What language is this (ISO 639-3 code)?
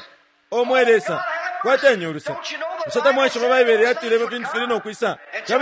bem